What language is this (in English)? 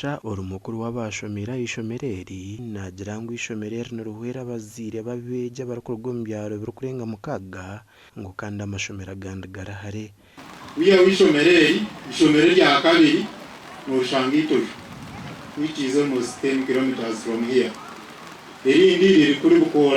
Nyankole